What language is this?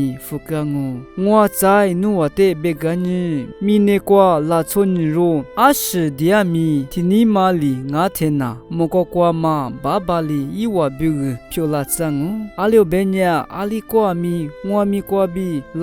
Lisu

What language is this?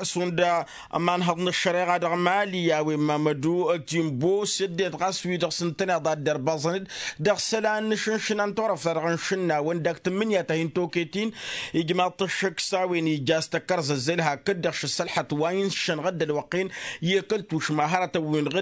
Tamasheq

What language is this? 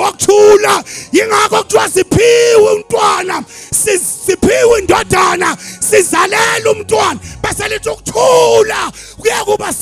Zulu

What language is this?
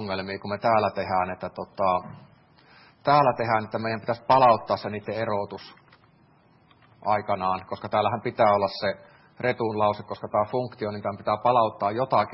Finnish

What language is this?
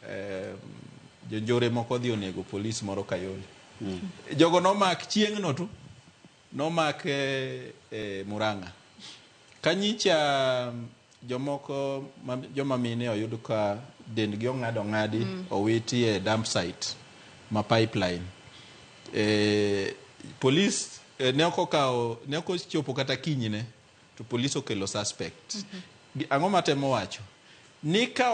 Luo (Kenya and Tanzania)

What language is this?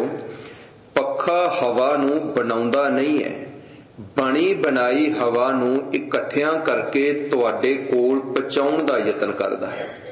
Punjabi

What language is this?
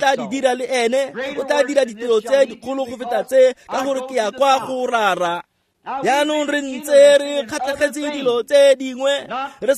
Tswana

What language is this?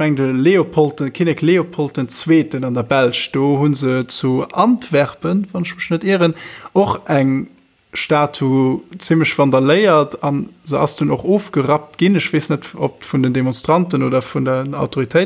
Luxembourgish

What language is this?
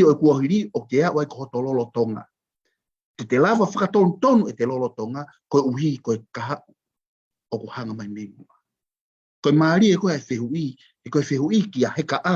Tongan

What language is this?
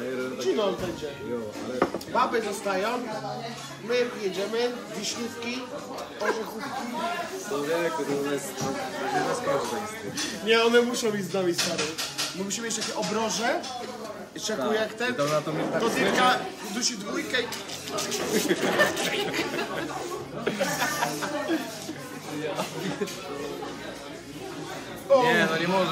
Polish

